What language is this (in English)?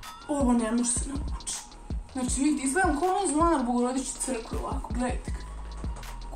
Serbian